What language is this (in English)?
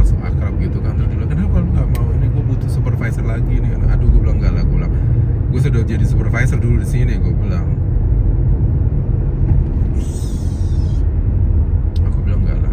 Indonesian